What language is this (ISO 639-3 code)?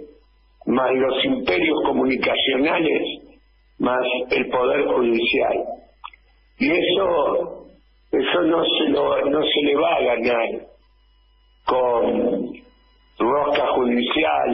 spa